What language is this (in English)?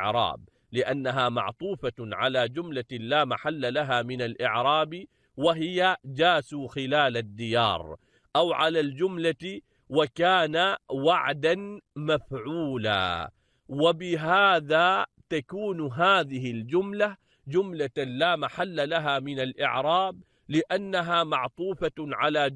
Arabic